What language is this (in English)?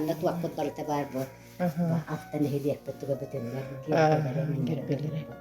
Yakut